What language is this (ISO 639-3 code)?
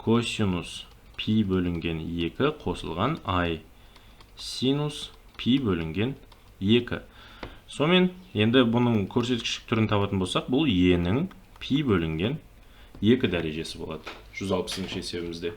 kaz